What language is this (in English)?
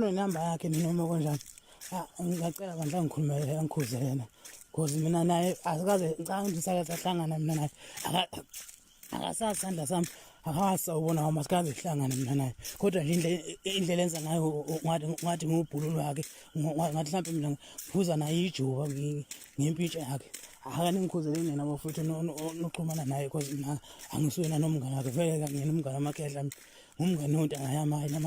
Zulu